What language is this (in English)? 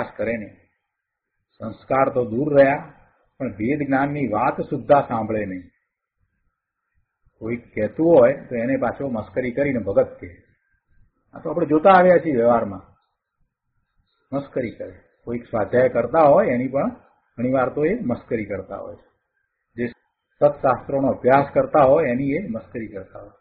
Gujarati